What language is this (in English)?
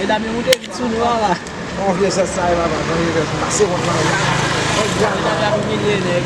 Haitian Creole